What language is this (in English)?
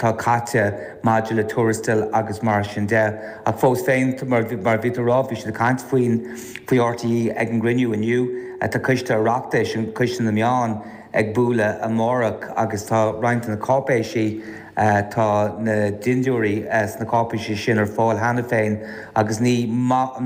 Irish